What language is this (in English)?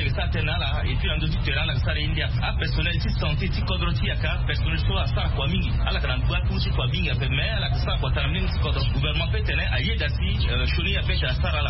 Sango